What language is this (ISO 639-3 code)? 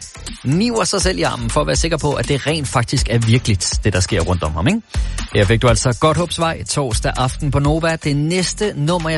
dan